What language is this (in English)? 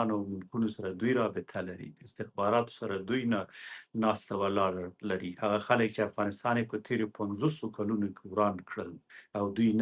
Pashto